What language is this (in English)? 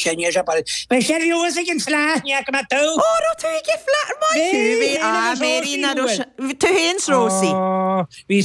Irish